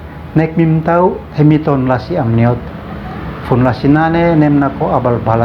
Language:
Uab Meto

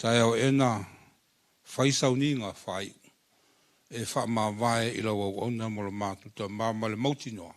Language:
Samoan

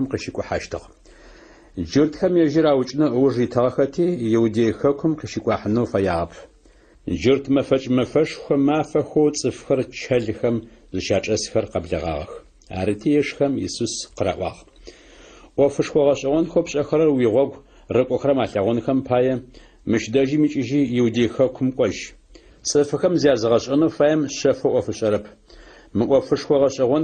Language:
Adyghe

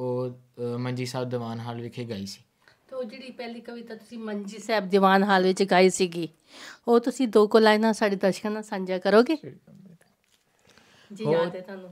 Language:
Punjabi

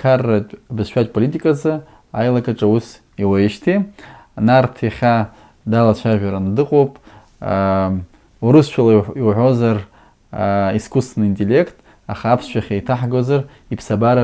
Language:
Abkhazian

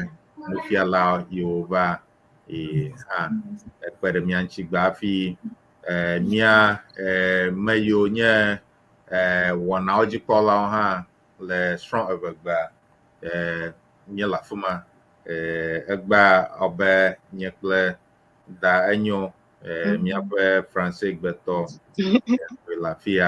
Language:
Ewe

